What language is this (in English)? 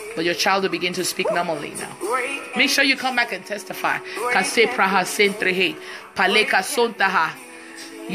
English